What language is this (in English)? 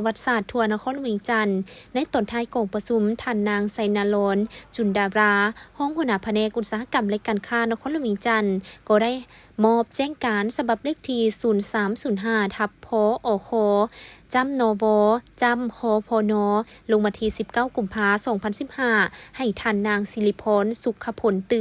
Lao